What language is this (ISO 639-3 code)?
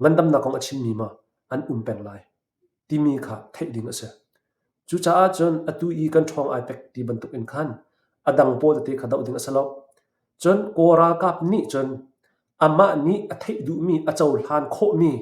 cnh